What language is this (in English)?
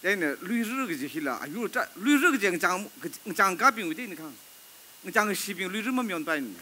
Tangkhul Naga (India)